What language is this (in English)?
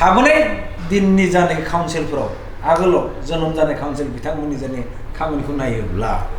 Bodo